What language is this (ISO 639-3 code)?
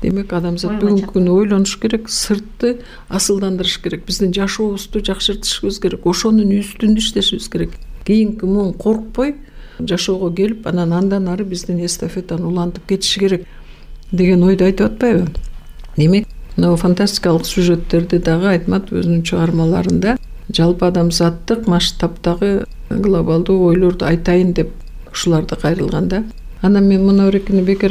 kir